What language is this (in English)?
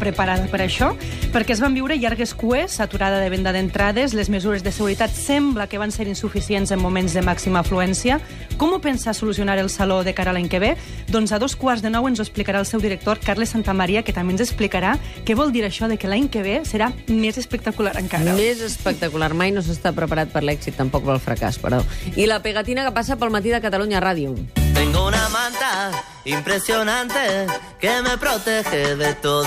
Catalan